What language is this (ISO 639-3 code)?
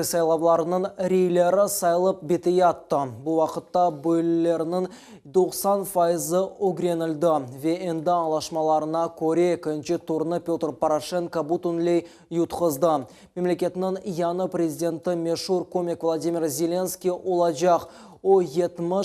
crh